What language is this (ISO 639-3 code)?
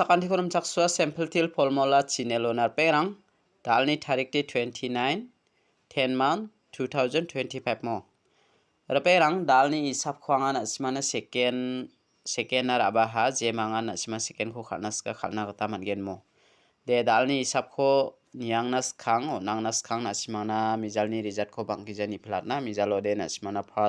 grt